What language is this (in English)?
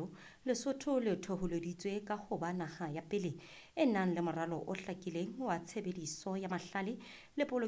Southern Sotho